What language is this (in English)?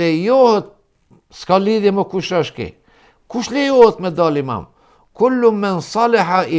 Albanian